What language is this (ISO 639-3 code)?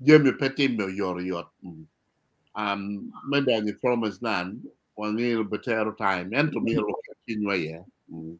ach